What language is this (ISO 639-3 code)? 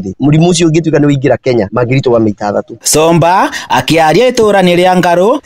kik